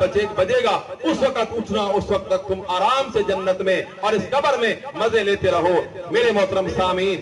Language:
Urdu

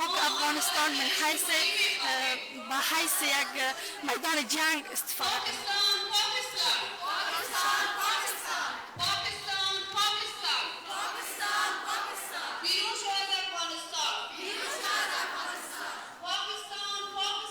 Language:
Persian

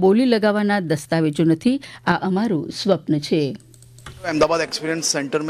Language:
Gujarati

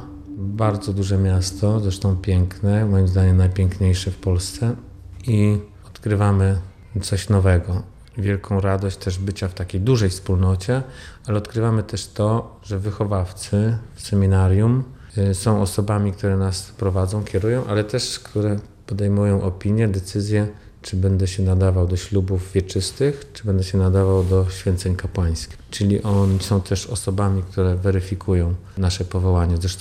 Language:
Polish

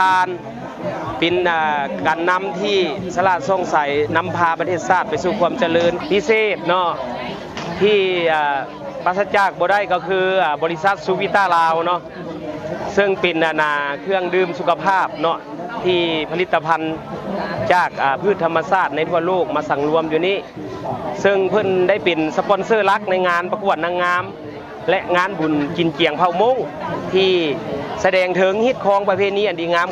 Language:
Lao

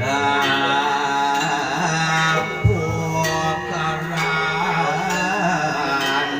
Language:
Balinese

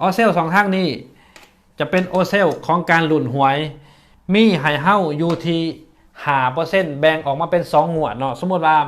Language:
Lao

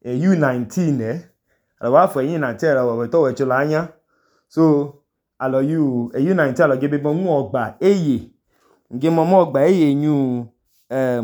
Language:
Idoma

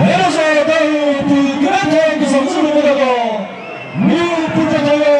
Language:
Chokri Naga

